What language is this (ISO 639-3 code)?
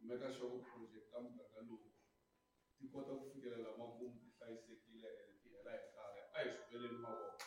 tso